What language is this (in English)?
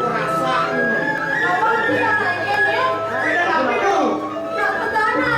Balinese